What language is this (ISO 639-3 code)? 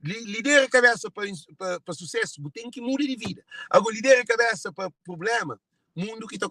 kea